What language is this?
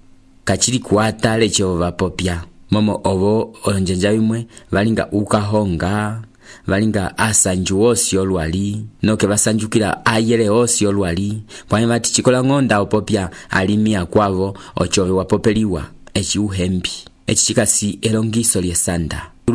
Umbundu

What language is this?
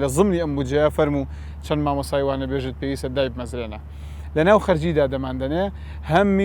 Central Kurdish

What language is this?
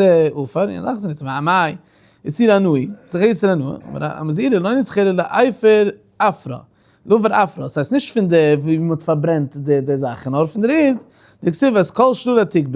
Yiddish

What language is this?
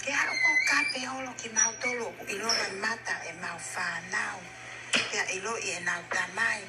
Tongan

